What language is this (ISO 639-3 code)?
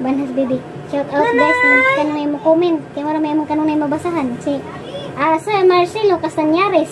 ceb